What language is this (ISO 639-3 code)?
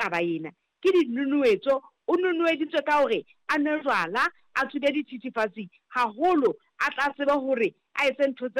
sot